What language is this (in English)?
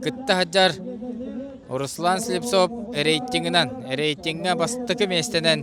Yakut